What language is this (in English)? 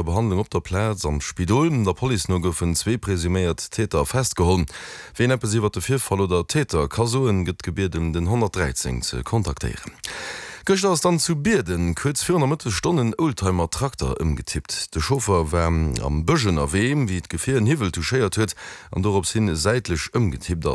Luxembourgish